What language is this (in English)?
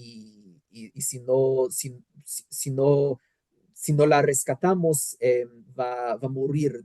Ladino